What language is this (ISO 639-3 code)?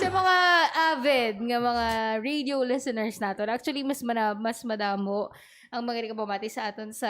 hil